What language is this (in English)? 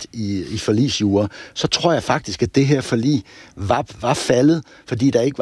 Danish